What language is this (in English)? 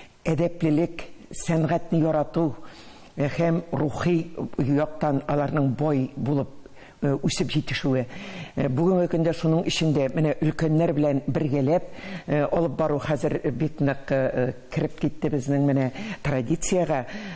Tatar